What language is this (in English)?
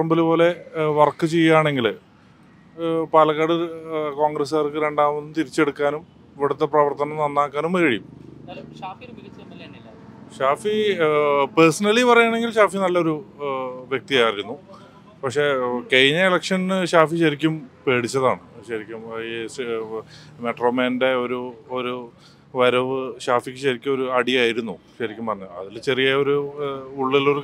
Malayalam